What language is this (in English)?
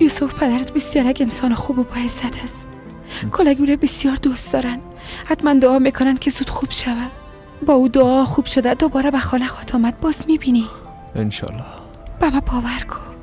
Persian